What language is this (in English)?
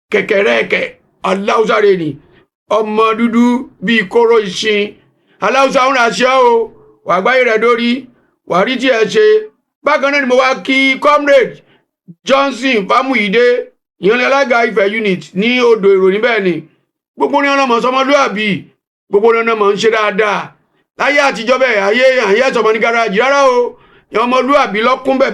Yoruba